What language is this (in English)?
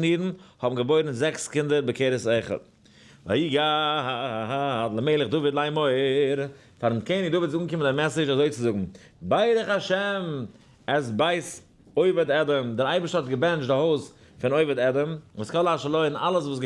Yiddish